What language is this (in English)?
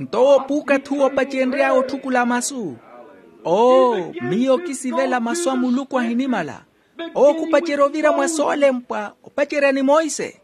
Makhuwa